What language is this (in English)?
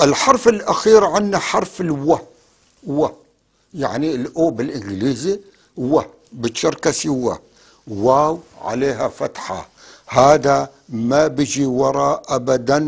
North Levantine Arabic